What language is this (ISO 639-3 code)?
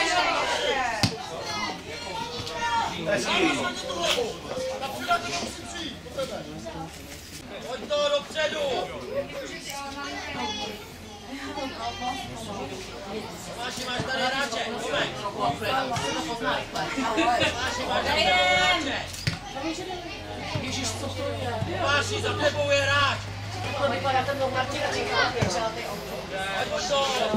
ces